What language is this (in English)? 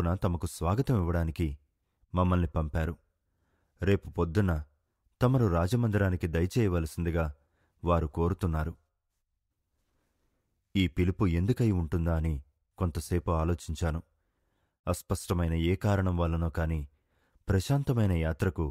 Telugu